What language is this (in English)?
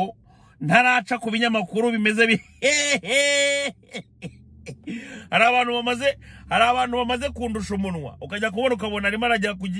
Kinyarwanda